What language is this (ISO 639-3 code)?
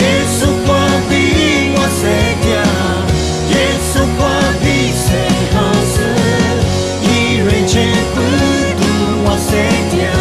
lis